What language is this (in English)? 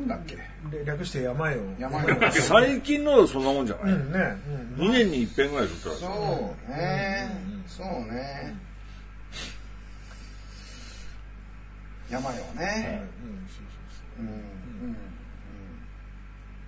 Japanese